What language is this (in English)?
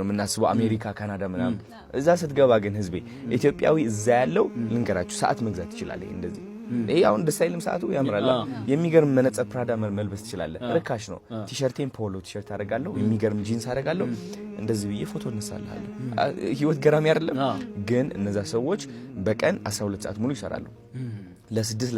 Amharic